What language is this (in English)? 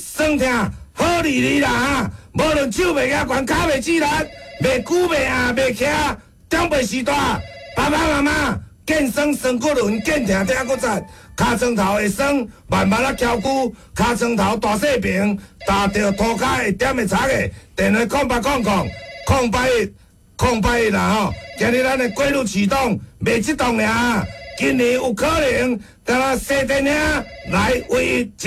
Min Nan Chinese